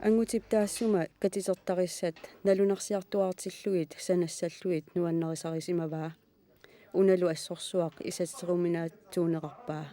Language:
Kalaallisut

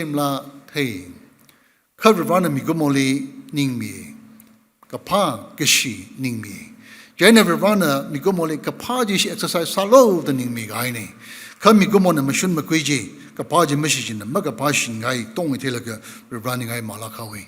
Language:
Tangkhul Naga (India)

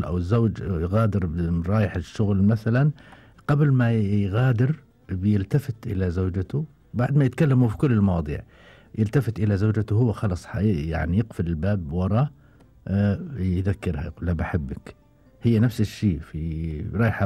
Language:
Gulf Arabic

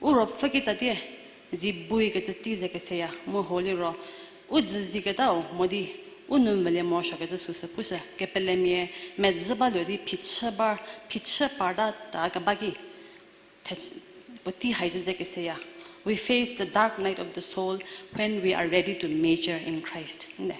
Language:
Angami Naga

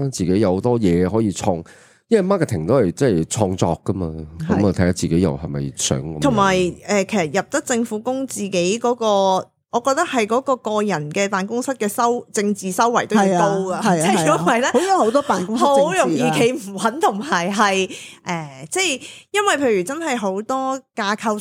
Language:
Cantonese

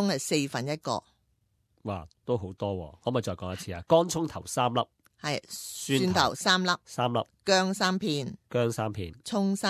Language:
Cantonese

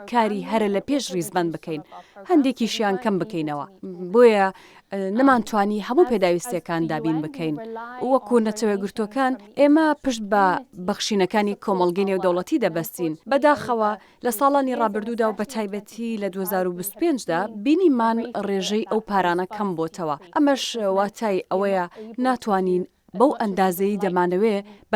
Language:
Central Kurdish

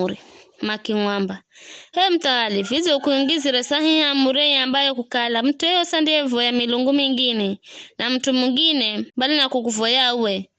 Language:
Giryama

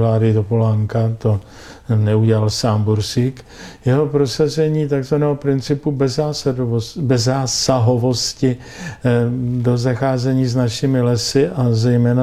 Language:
Czech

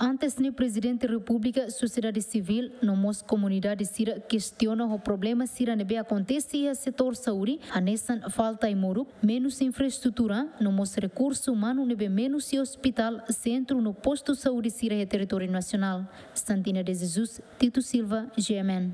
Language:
Tetum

